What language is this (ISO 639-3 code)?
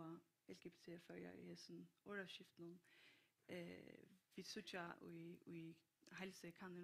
fao